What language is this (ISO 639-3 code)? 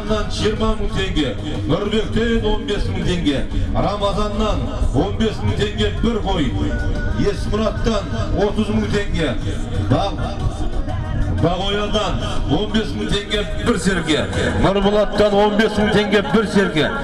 kaz